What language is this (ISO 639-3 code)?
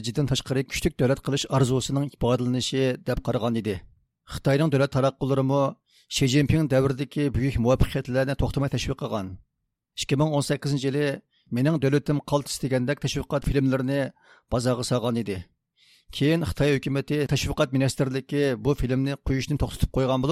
uig